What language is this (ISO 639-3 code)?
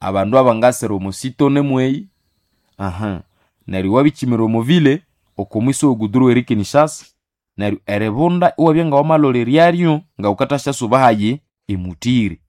nnb